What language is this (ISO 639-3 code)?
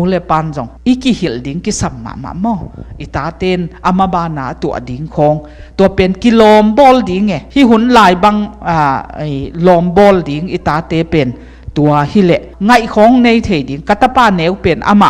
ctd